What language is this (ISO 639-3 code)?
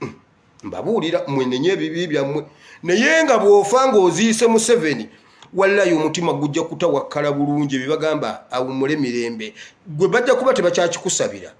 lug